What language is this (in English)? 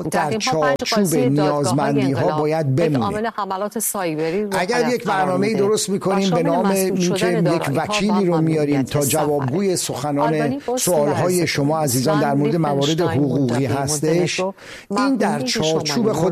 Persian